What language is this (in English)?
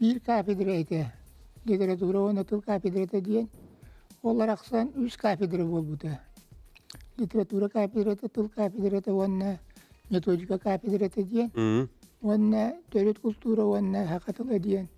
Yakut